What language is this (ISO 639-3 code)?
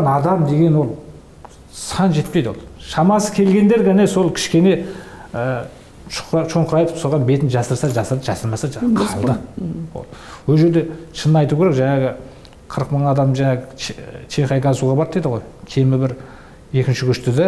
kaz